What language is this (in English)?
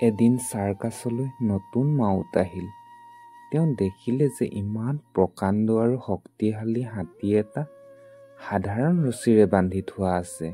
Assamese